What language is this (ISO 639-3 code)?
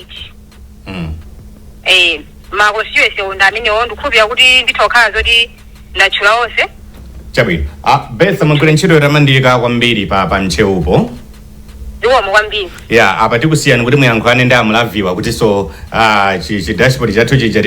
nya